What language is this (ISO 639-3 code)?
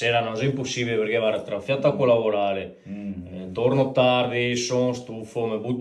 vec